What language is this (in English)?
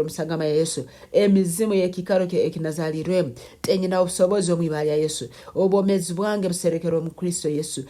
Nyankole